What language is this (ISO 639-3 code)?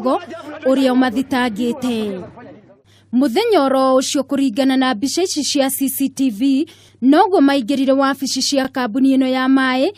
kik